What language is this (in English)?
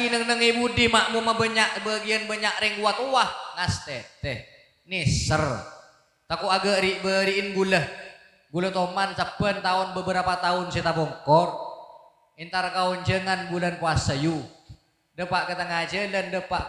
Madurese